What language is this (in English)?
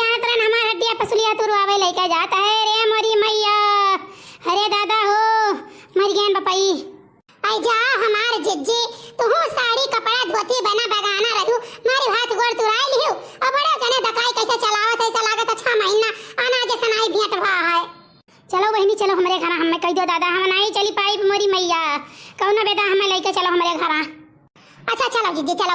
Awadhi